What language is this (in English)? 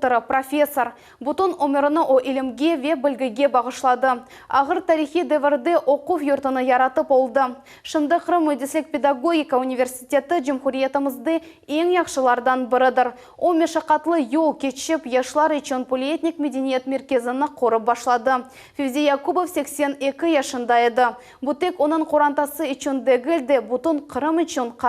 Crimean Tatar